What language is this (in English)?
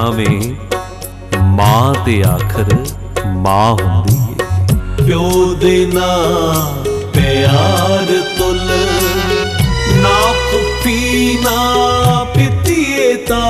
Punjabi